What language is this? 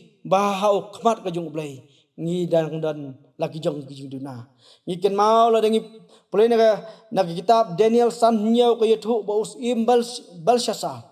Khasi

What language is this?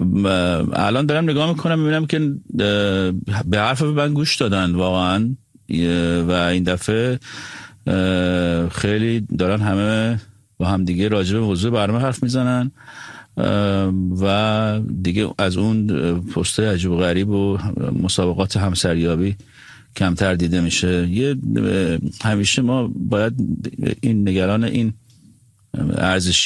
Persian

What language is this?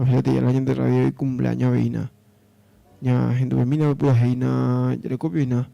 Guarani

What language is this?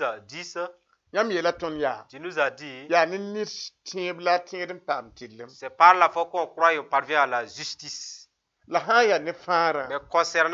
Mossi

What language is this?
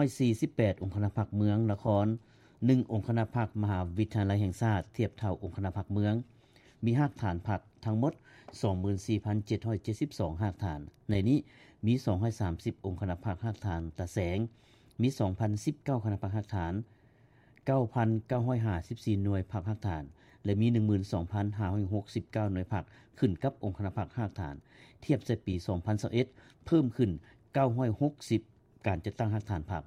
Lao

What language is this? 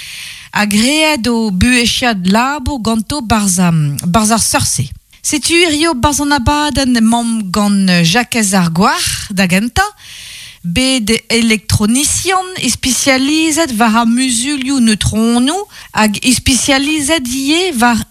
Breton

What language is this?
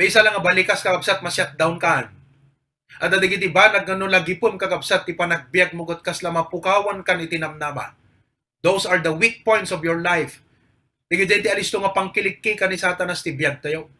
Iloko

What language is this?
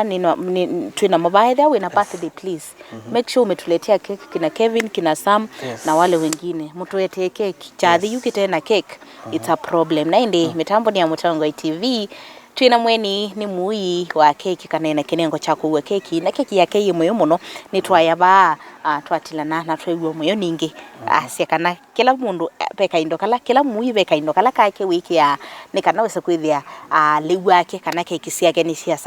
Kamba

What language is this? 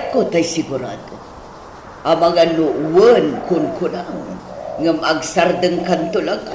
Iloko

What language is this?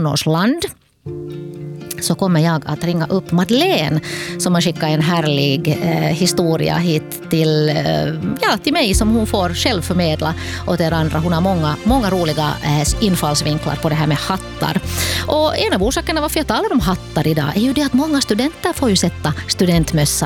Swedish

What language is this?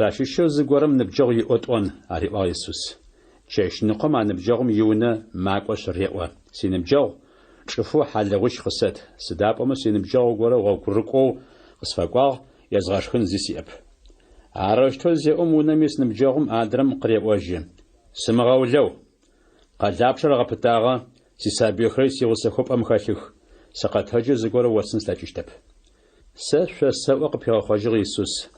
Adyghe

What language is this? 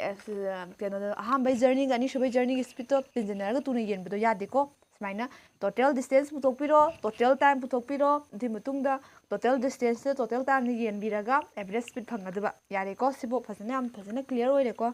Manipuri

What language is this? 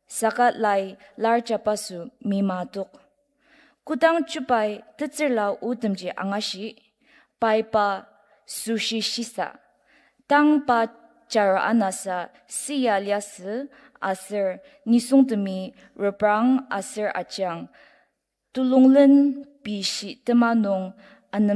Ao Naga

